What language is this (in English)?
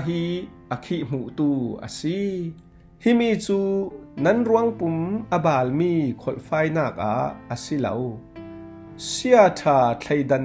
Falam Chin